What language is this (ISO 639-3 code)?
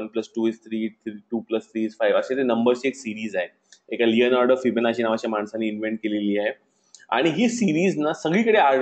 mar